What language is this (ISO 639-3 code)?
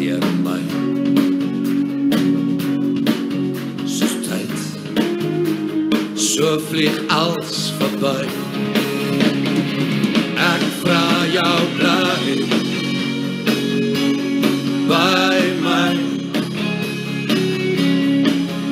afr